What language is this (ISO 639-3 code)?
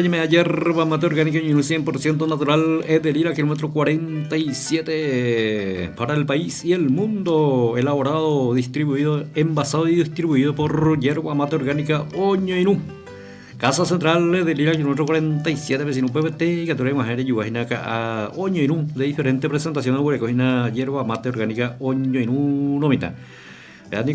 grn